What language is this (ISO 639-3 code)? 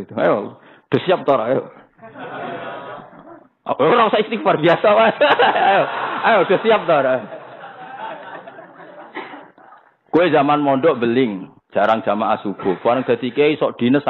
jav